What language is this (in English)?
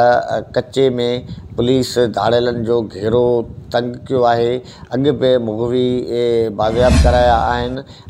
Sindhi